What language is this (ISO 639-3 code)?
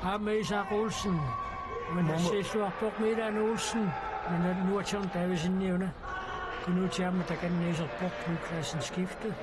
kal